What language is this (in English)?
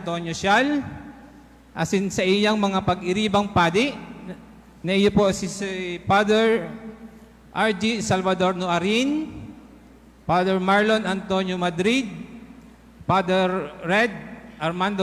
Bikol